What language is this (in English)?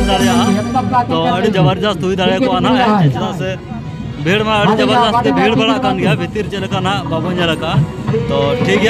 Santali